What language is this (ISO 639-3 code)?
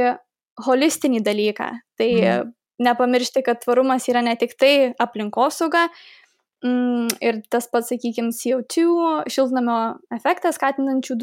lit